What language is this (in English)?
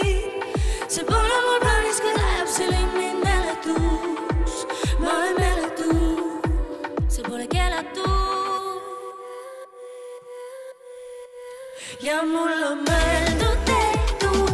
Estonian